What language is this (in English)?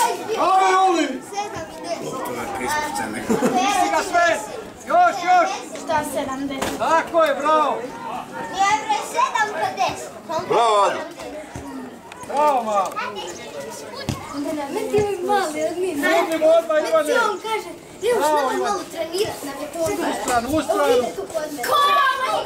Croatian